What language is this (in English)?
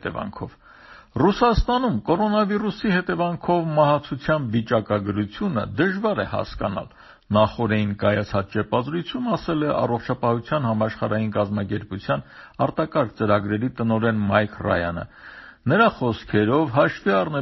Armenian